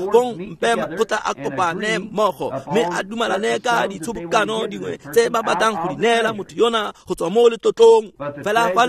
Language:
Tswana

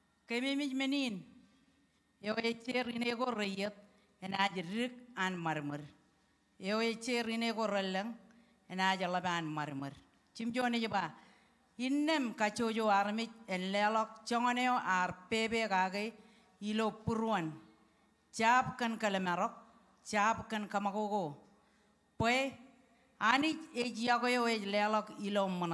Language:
Marshallese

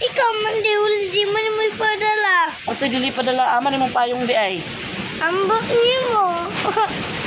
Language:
Cebuano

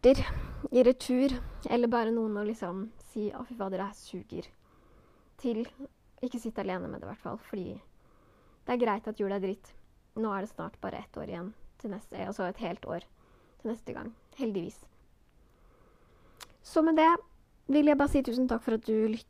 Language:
Norwegian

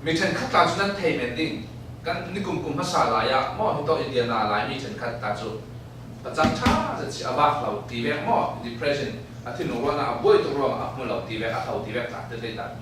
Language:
Falam Chin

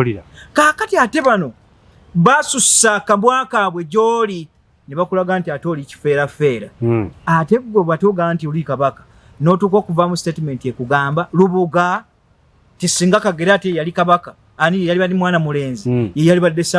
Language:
Ganda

